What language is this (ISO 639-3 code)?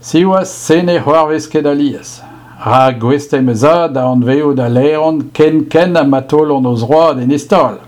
bre